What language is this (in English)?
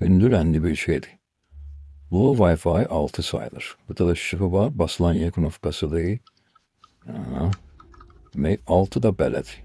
Azerbaijani